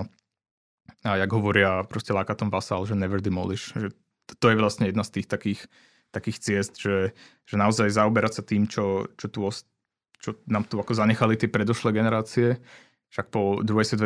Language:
Slovak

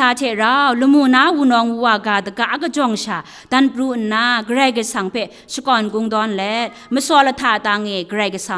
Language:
Kachin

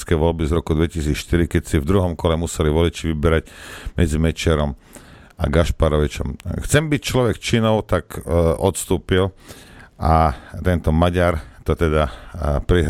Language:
Slovak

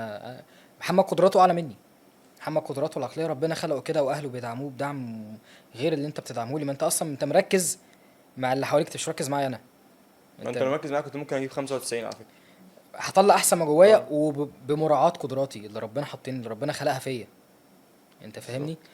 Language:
Egyptian Arabic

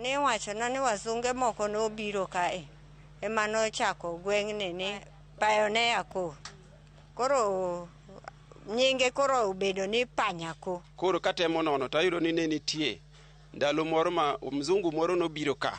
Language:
Luo (Kenya and Tanzania)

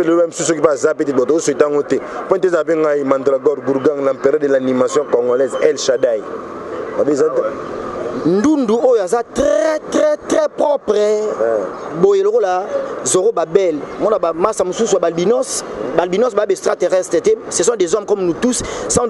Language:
Lingala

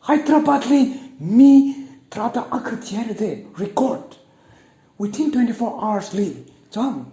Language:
Tangkhul Naga (India)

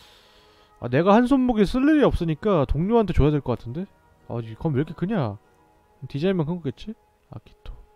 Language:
Korean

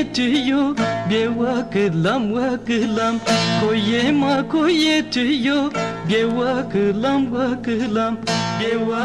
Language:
Zaza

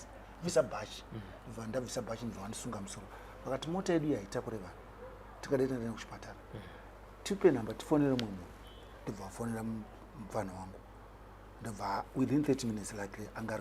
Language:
Shona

